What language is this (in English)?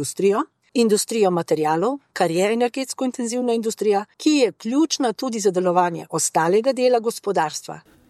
Slovenian